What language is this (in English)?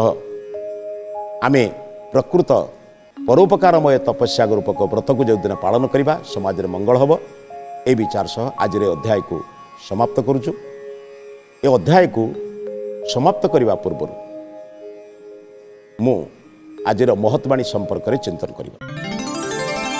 Odia